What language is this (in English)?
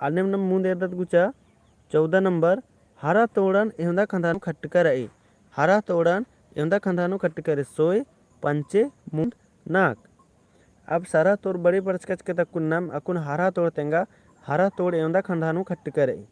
Kurukh